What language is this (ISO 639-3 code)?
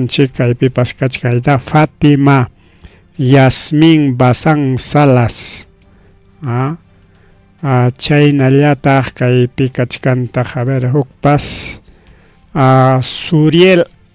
quy